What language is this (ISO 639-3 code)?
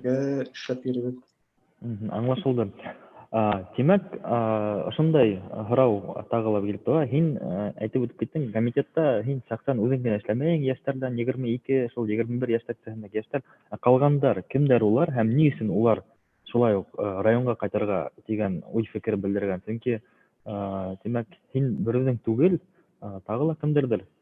bak